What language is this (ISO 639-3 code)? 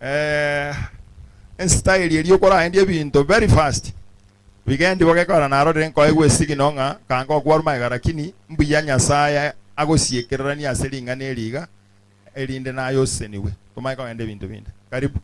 guz